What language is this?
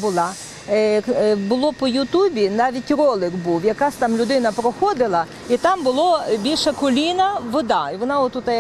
Ukrainian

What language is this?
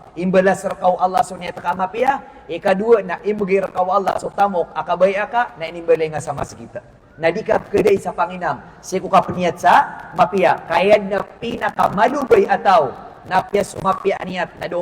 Maranao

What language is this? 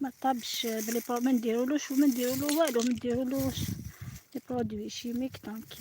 Algerian Arabic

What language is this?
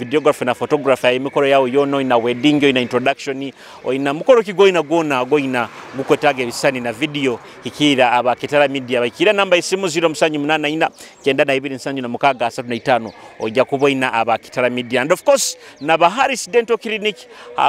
Nyoro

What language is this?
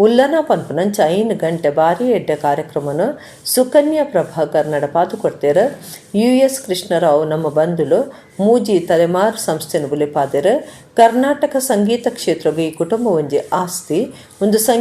Tulu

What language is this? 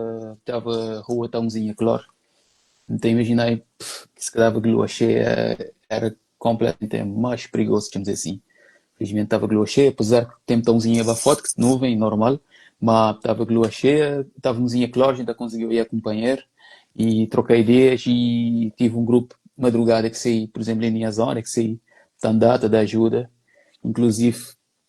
Kabuverdianu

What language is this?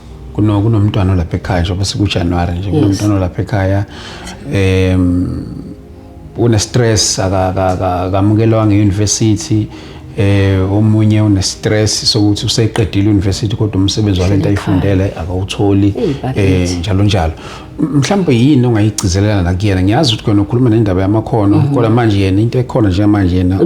Zulu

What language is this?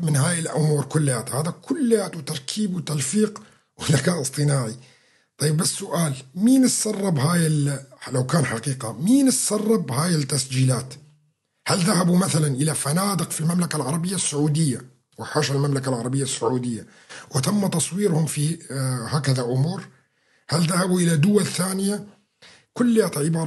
North Levantine Arabic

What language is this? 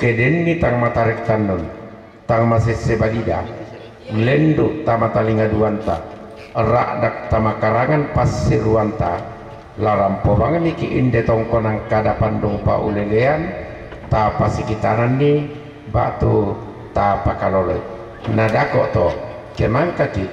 Toraja-Sa'dan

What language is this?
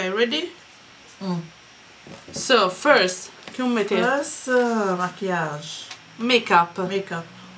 Morisyen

